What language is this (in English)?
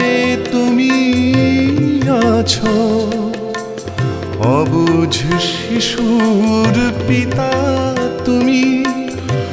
Bangla